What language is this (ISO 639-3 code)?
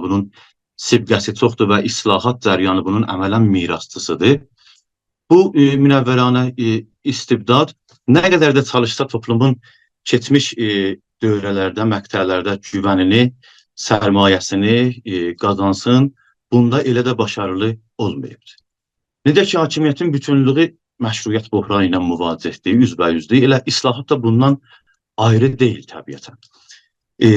azb